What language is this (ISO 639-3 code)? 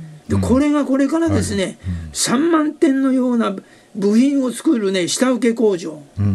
jpn